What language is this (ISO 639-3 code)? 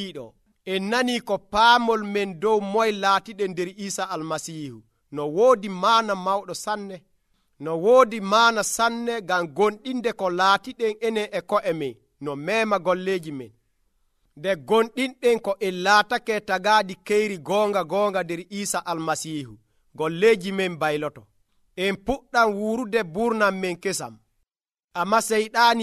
fuv